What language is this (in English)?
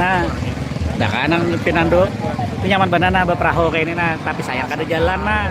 Banjar